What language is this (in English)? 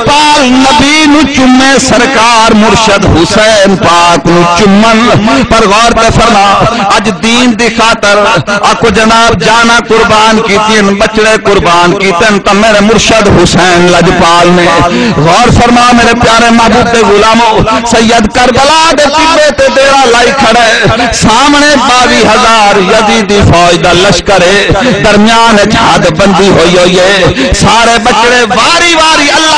Saraiki